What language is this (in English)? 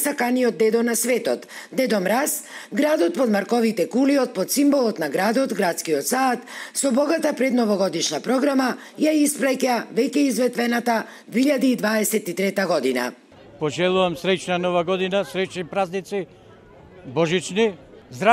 Macedonian